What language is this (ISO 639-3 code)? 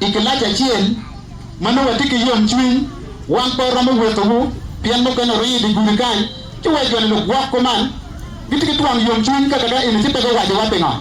ach